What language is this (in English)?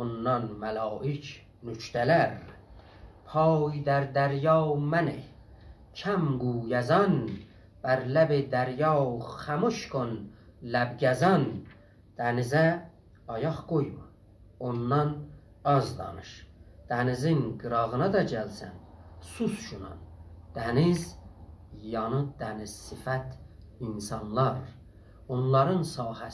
South Azerbaijani